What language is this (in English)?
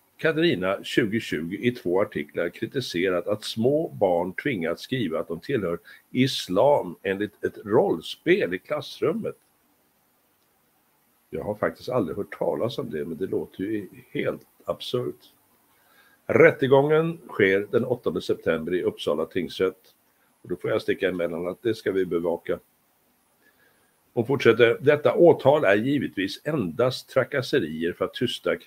Swedish